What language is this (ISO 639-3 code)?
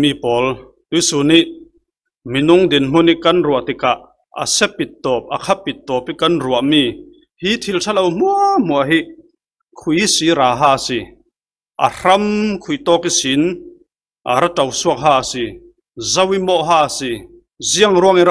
cfm